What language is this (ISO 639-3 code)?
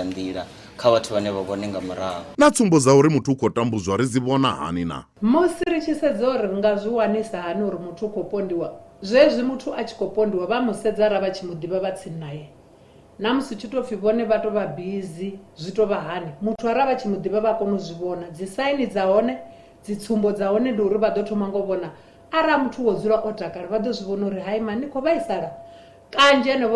ven